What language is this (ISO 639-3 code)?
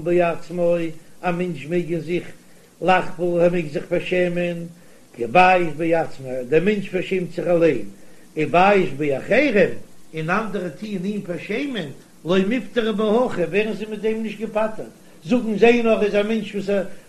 yid